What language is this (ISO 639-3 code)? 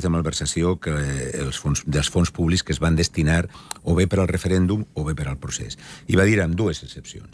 cat